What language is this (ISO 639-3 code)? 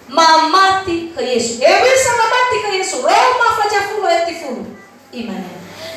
nia